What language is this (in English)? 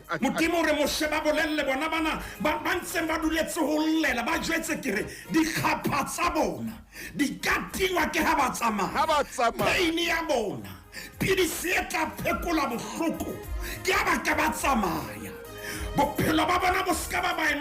Southern Sotho